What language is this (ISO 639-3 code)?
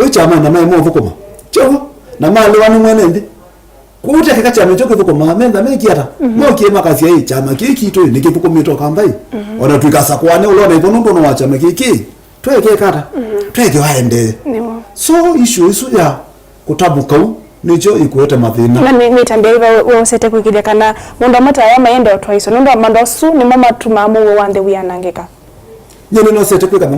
kam